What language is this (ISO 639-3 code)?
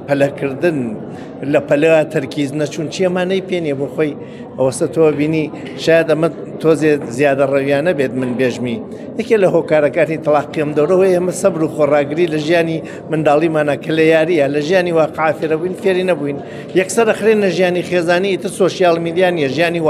ckb